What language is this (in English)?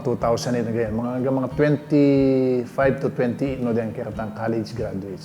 Pampanga